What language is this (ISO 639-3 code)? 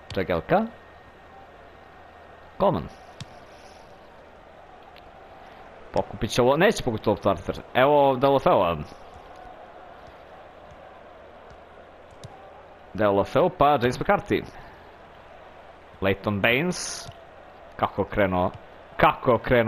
hrv